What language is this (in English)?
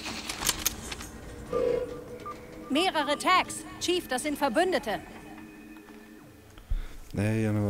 German